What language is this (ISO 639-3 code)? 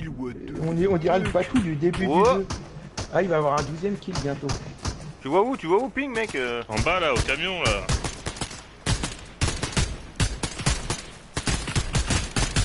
fra